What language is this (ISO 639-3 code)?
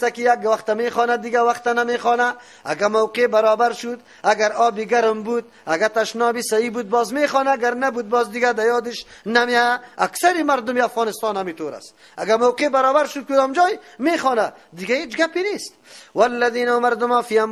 fas